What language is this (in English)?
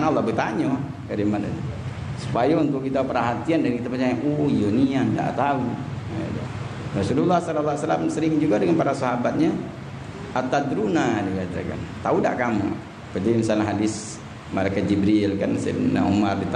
Musi